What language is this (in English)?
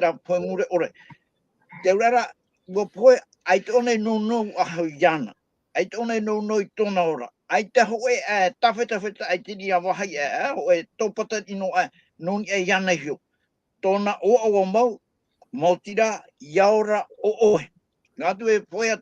Tahitian